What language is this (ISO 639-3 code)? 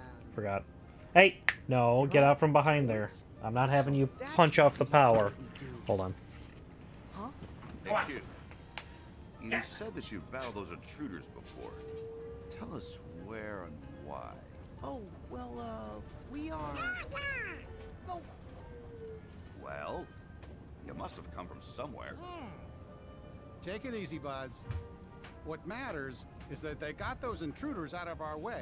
eng